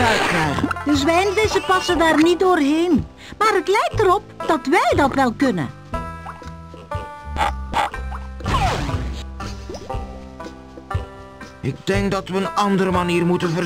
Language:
Dutch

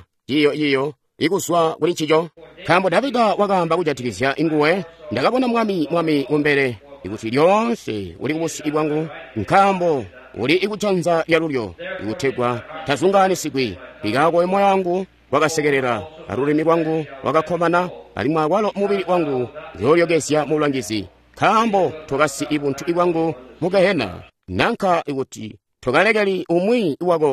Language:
Tonga (Zambia)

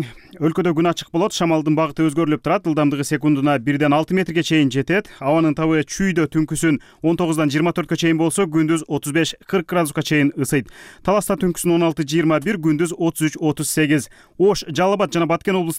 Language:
Kyrgyz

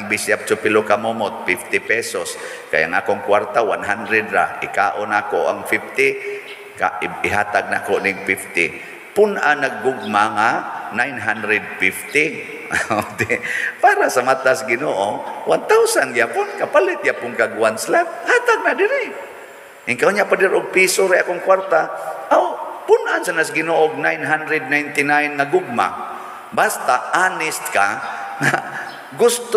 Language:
Cebuano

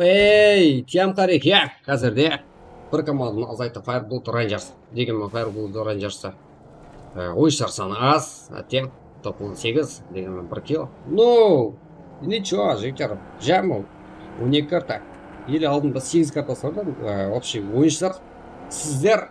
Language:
Kara-Kalpak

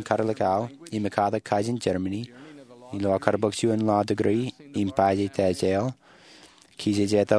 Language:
Marshallese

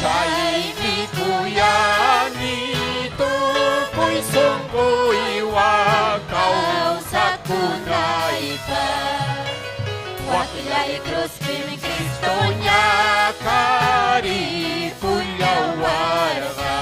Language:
Ayacucho Quechua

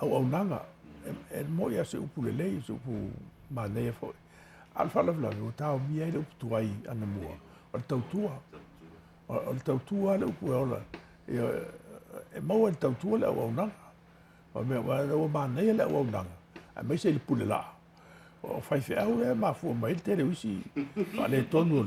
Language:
Samoan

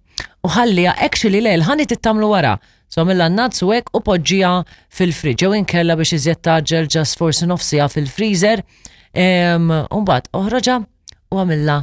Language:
Maltese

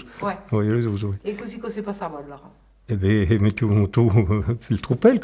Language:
Occitan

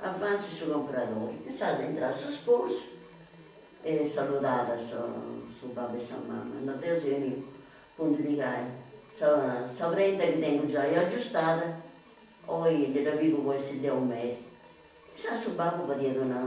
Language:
Sardinian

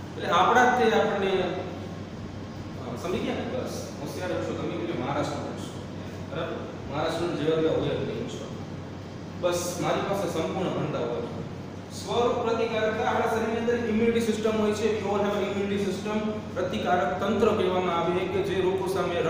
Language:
Gujarati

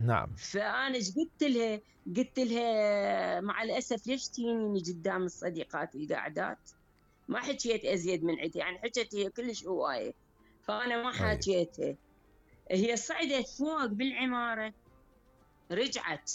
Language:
Mesopotamian Arabic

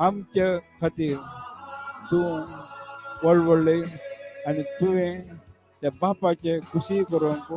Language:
Konkani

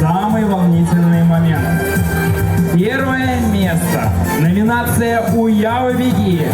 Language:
Chuvash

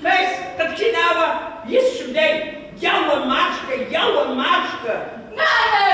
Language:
Kabardian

